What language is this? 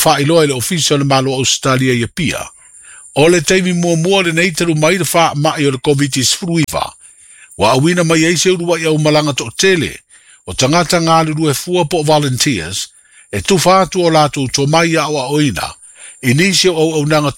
Samoan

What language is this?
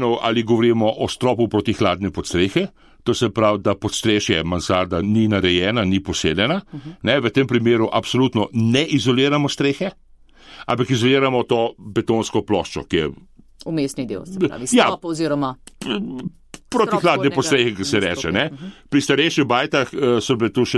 Slovenian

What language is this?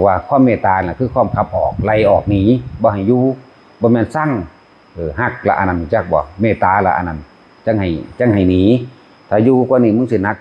Northeastern Thai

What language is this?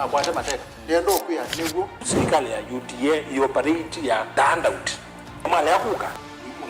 Kamba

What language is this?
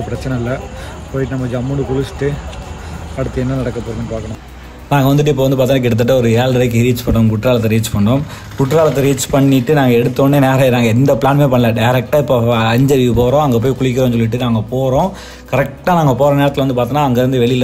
Tamil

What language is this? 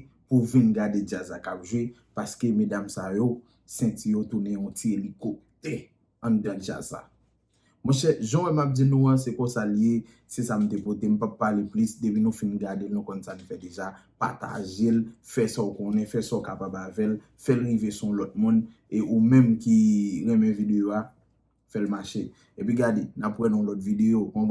Haitian Creole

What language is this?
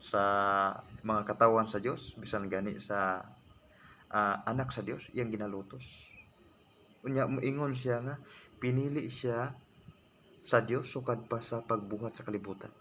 Cebuano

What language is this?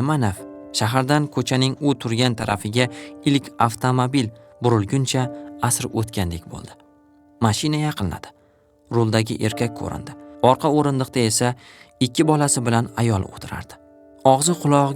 Uzbek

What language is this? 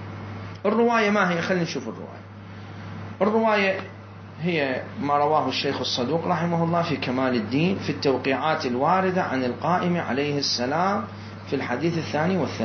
Mesopotamian Arabic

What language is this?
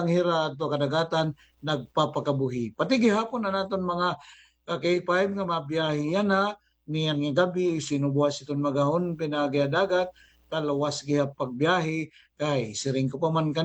Waray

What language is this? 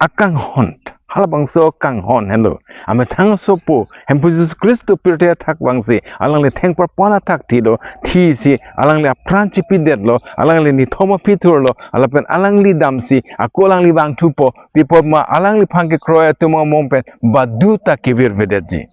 Karbi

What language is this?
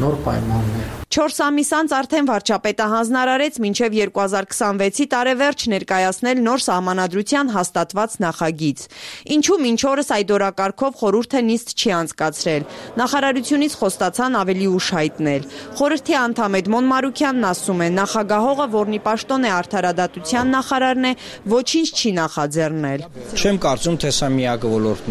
Armenian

